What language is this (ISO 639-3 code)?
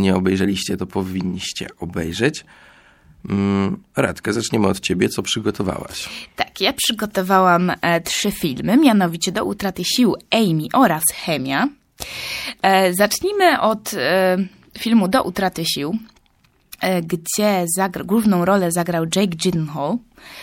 pol